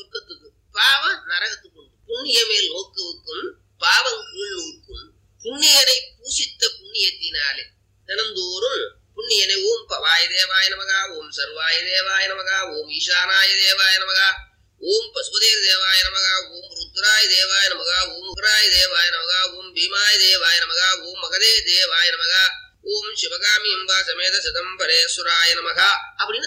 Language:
Tamil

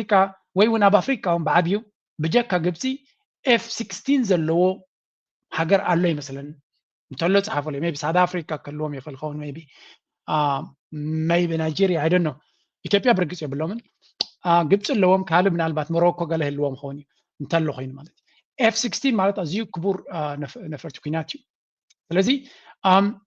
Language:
Tigrinya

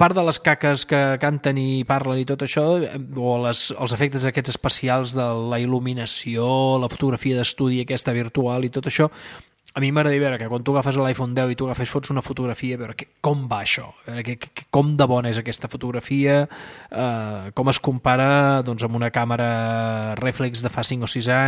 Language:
Catalan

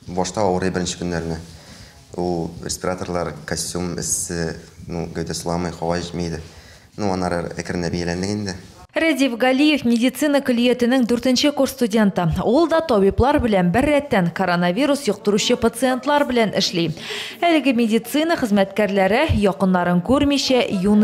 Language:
Tatar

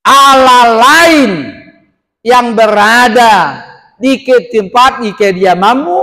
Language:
Batak Toba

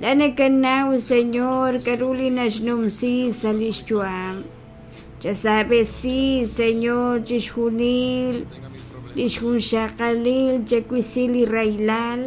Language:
Kekchí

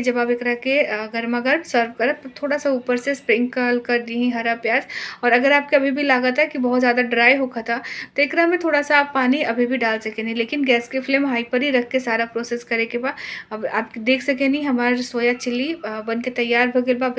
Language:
Bhojpuri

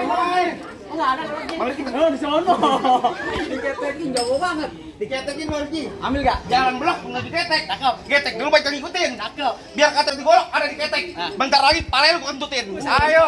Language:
Betawi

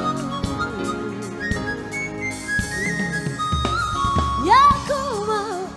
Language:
Kinyarwanda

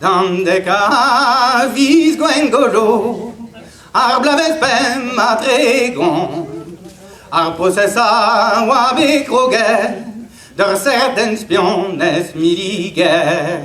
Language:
Breton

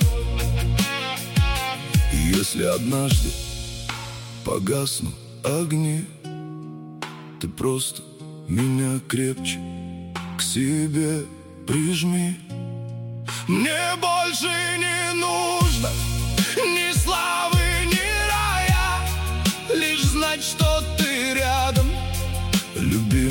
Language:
Russian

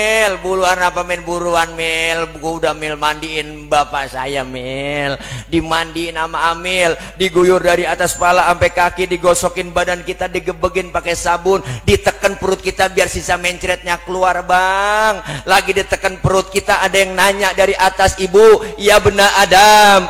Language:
Betawi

